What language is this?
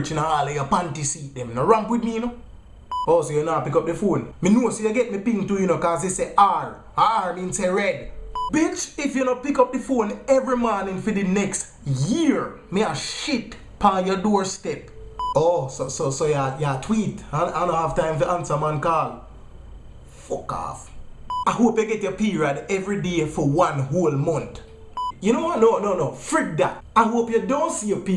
Jamaican Creole English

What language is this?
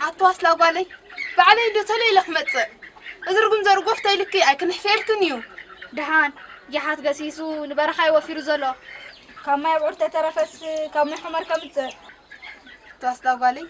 Tigrinya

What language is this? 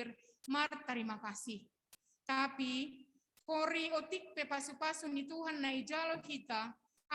Batak Simalungun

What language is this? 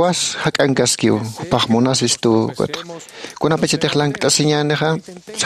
Aymara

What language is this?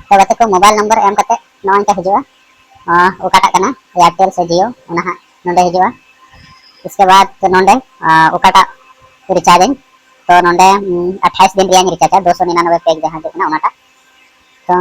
Santali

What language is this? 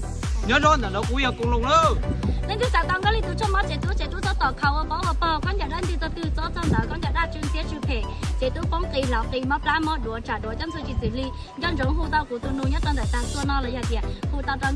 Hmong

